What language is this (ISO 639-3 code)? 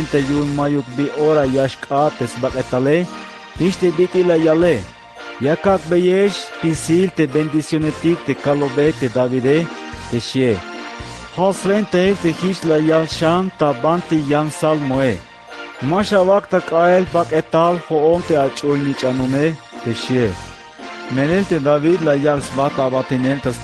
tzh